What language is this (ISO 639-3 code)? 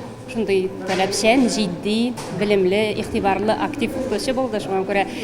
tat